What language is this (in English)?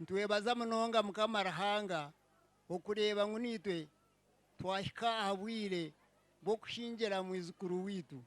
Nyankole